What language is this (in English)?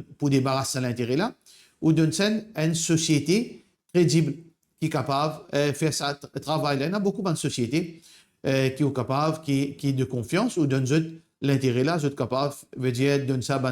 Morisyen